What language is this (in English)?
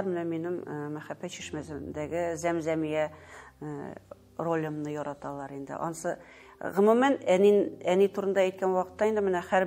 Tatar